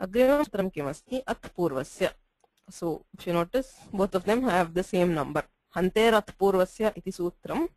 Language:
Sanskrit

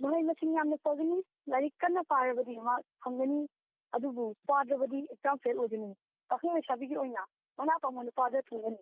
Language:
Manipuri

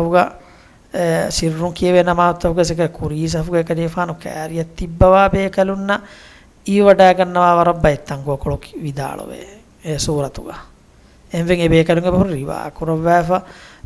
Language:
Divehi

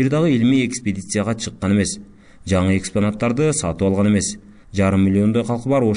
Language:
Kyrgyz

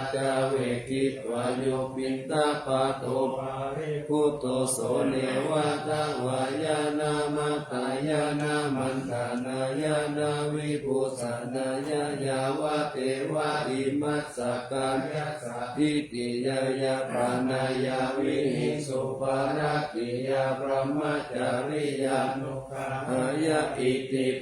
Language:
Pali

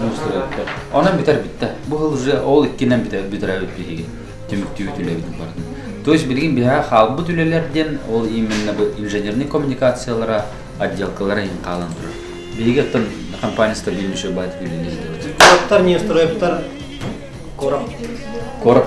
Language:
Yakut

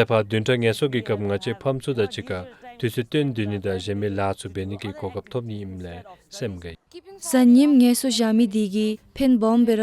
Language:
Dzongkha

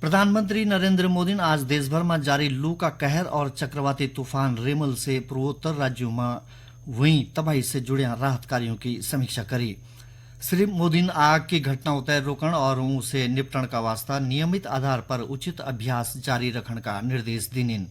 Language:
Garhwali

